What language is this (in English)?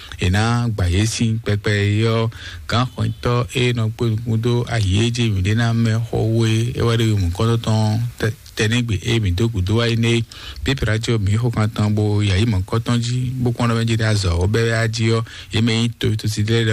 Fon